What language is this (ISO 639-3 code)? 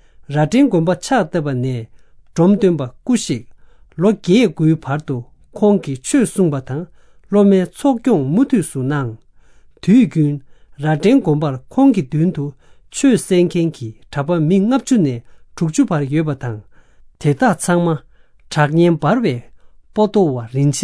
bod